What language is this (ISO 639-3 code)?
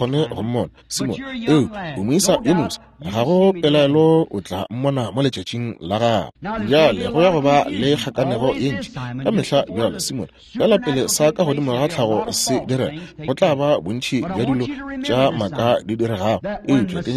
nso